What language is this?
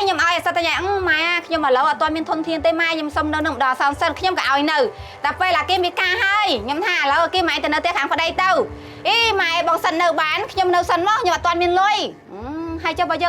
Khmer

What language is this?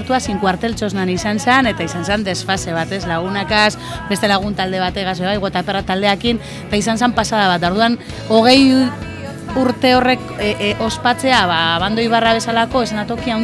Basque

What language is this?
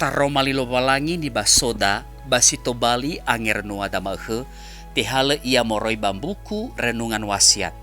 Nias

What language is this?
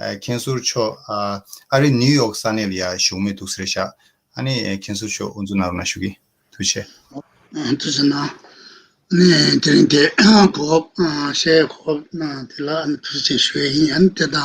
Tibetan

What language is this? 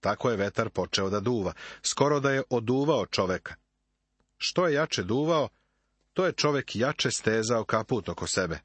Serbian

